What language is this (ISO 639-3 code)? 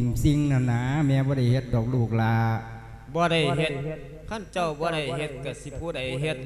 lao